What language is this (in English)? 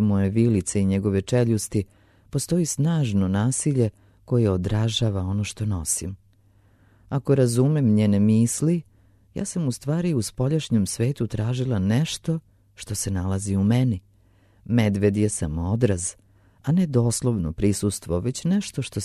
Serbian